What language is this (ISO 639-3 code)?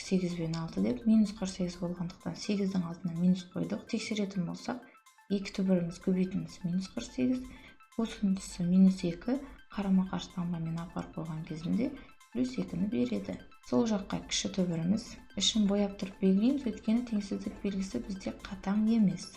kaz